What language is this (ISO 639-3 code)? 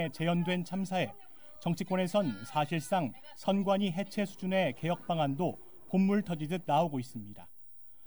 kor